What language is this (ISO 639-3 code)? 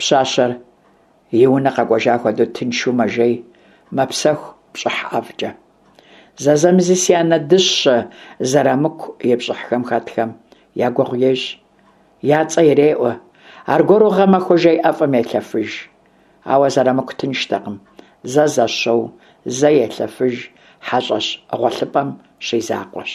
kbd